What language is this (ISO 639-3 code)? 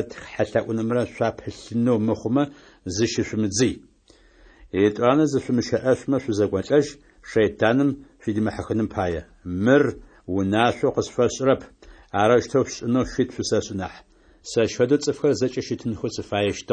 ady